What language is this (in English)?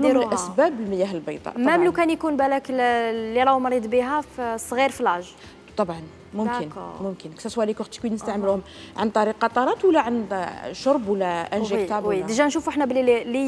Algerian Arabic